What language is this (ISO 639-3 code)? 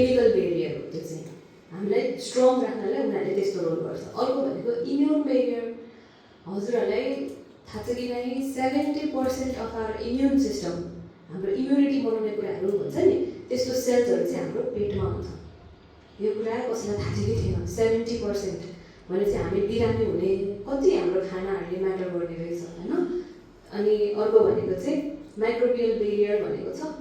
nep